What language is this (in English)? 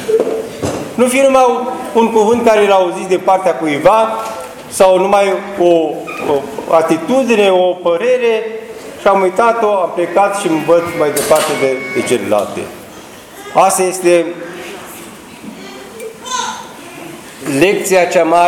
Romanian